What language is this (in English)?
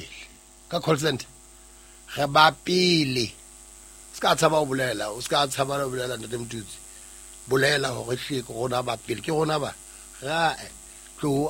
Southern Sotho